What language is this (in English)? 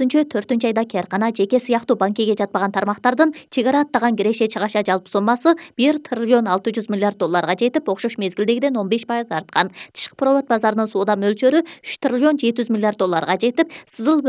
Kyrgyz